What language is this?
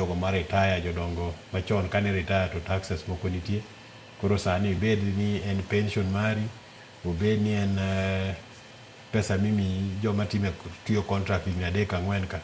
Luo (Kenya and Tanzania)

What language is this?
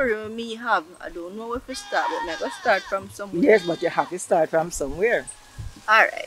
Jamaican Creole English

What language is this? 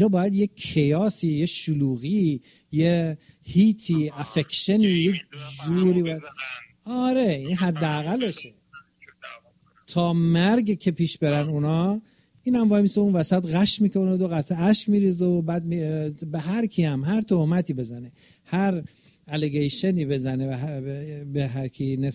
Persian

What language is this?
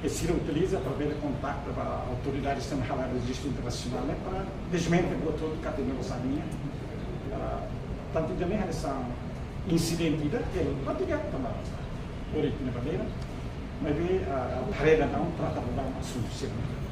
Tetum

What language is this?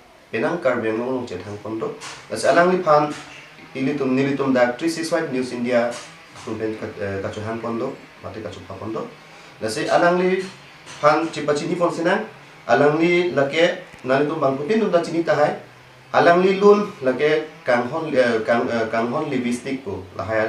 Karbi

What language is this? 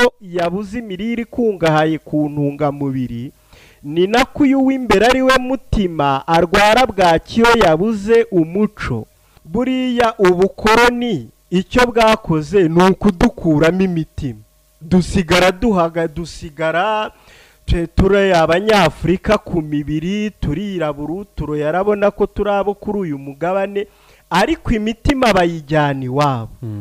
Kinyarwanda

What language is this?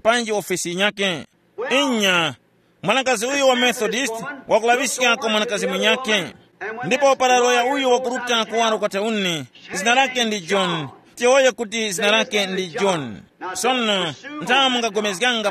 Tumbuka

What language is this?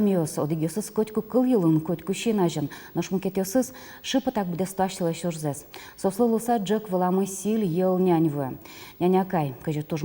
Udmurt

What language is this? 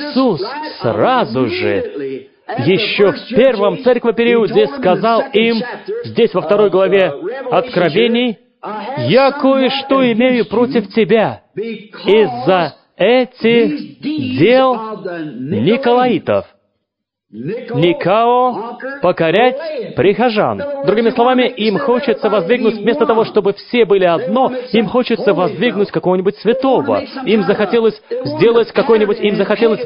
Russian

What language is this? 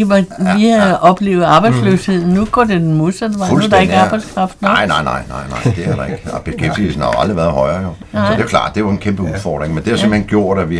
Danish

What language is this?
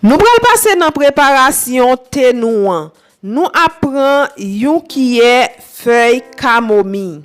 Haitian Creole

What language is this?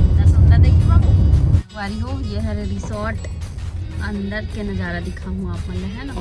Chhattisgarhi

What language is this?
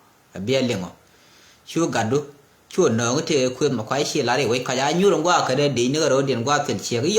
Nuer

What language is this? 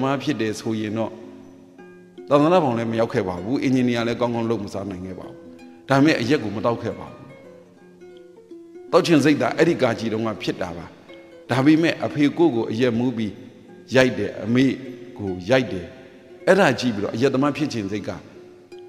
Burmese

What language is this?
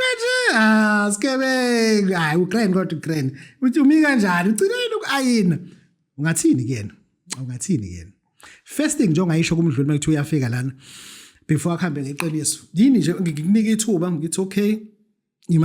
Zulu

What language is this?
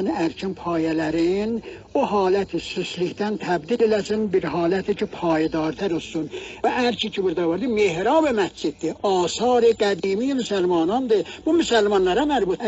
South Azerbaijani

